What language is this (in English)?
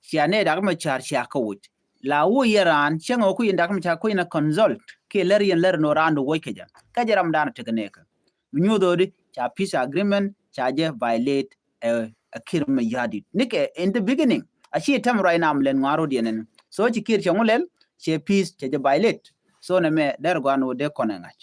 Nuer